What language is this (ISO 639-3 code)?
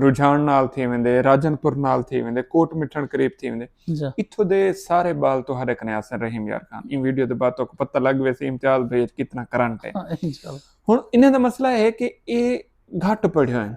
skr